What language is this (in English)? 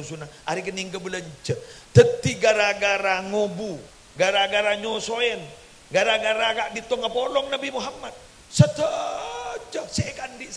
Madurese